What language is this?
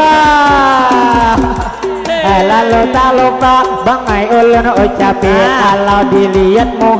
Banjar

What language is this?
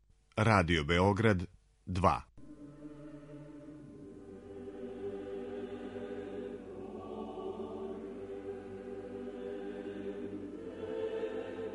Serbian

